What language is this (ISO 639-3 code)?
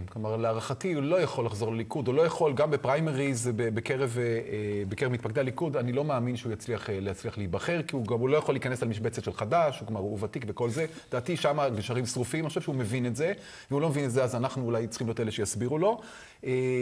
heb